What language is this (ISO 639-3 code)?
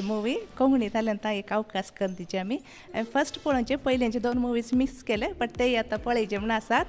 kok